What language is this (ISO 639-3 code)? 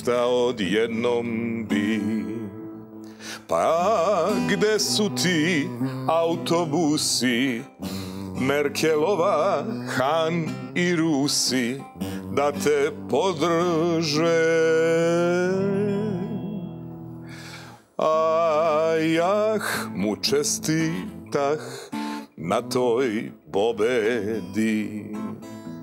srp